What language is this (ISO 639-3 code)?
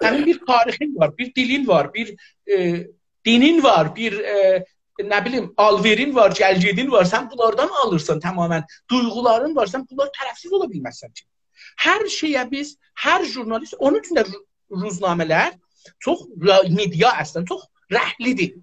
azb